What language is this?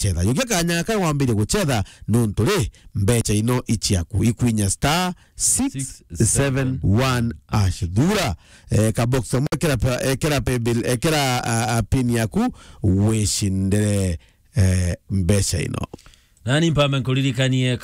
Meru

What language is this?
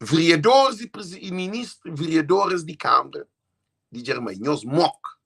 Kabuverdianu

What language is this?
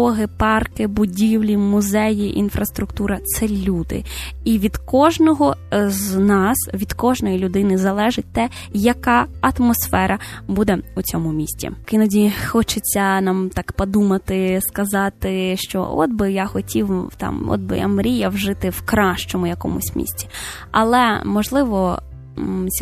Ukrainian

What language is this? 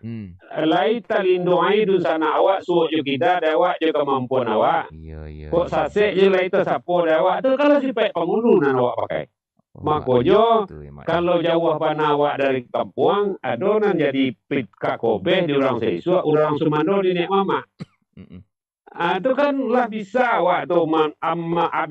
Minangkabau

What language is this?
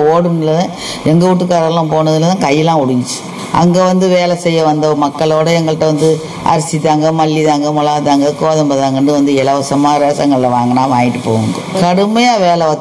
Tamil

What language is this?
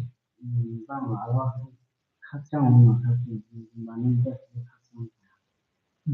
Riang (India)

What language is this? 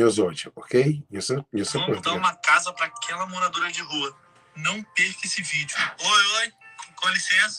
Kabuverdianu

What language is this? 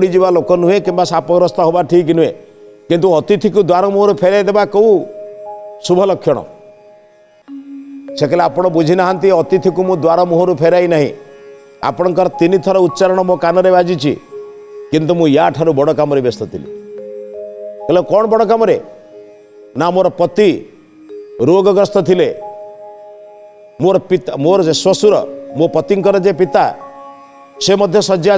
Odia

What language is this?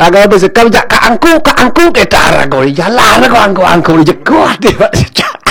Balinese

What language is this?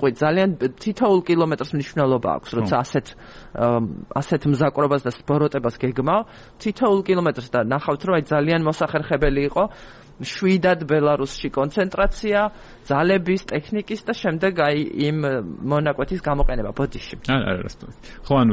Georgian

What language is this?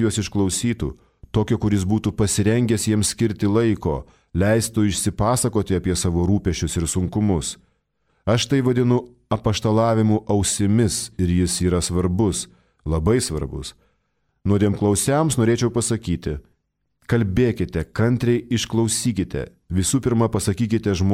Lithuanian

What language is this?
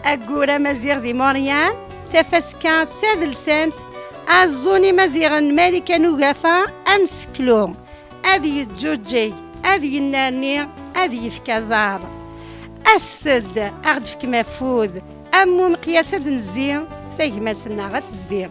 Kabyle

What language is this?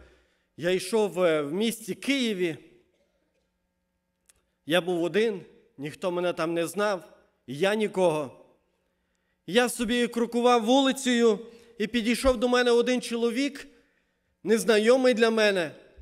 Ukrainian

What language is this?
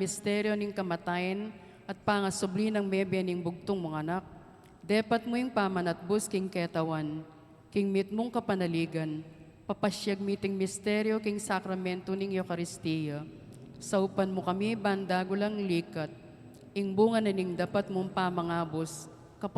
Pampanga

